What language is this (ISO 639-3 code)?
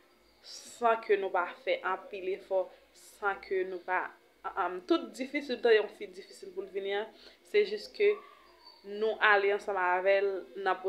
hat